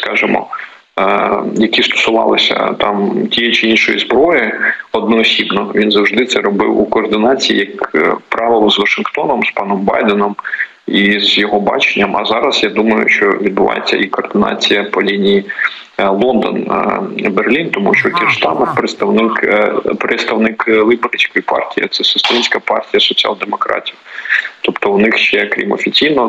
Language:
Ukrainian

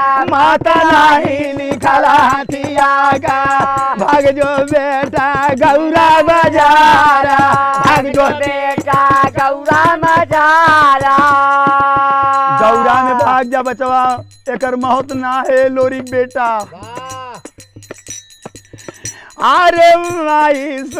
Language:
Bhojpuri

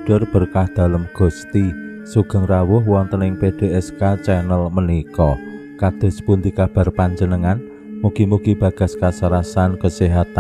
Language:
Javanese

